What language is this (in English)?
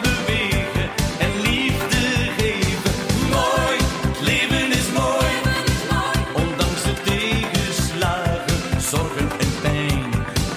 Dutch